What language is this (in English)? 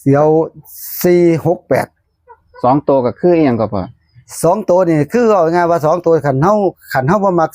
Northeastern Thai